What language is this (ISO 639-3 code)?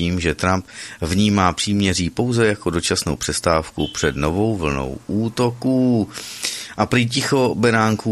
ces